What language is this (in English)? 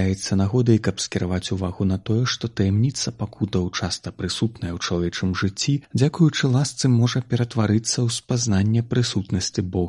Belarusian